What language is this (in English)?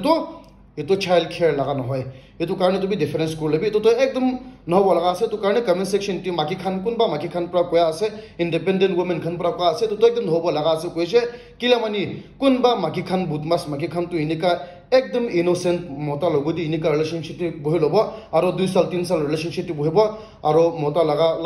Naga Pidgin